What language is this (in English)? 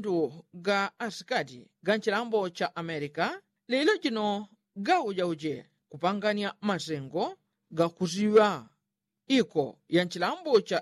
Yao